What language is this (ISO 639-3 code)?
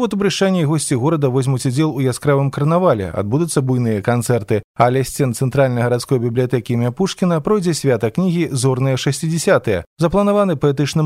bel